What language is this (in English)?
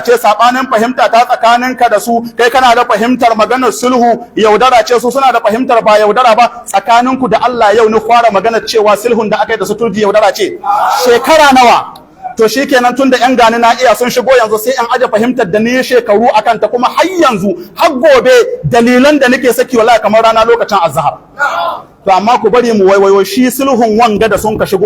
Hausa